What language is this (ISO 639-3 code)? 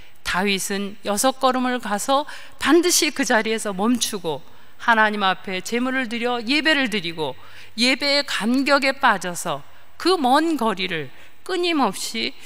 kor